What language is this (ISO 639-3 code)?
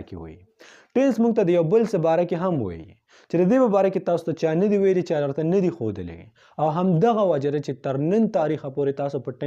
pus